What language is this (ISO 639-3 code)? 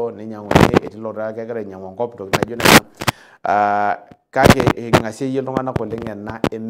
mas